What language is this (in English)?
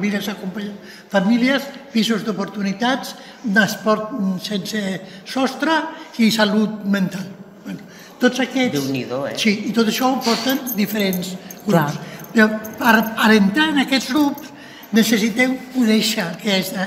Catalan